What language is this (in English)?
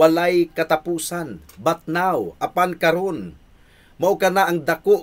Cebuano